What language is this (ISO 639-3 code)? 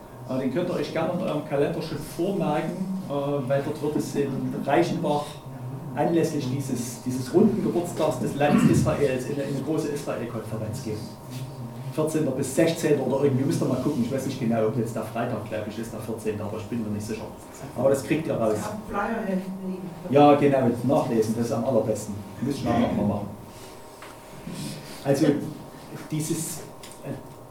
deu